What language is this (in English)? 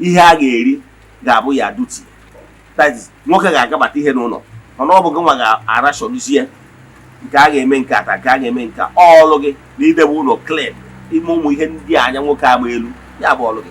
Igbo